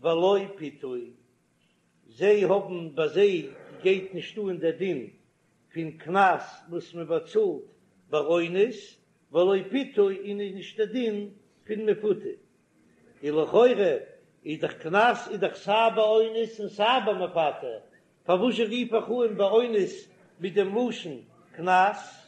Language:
Yiddish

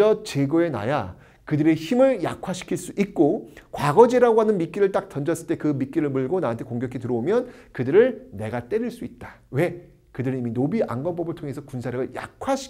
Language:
Korean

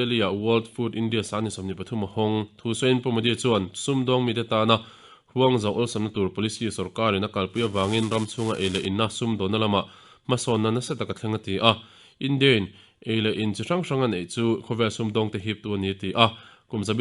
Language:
Mizo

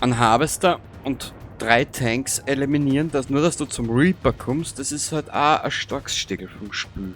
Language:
Bavarian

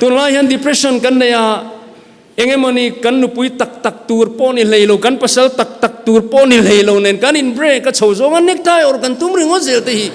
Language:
Mizo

